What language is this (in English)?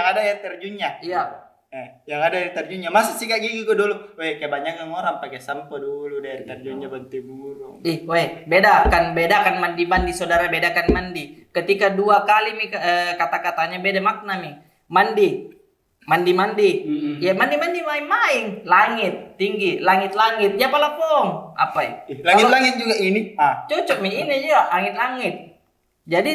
Makassar Malay